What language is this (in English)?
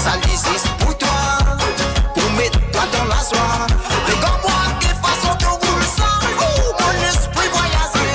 Morisyen